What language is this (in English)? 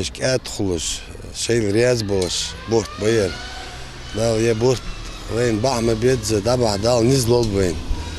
Ingush